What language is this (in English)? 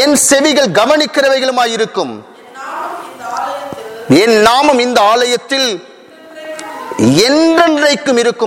Tamil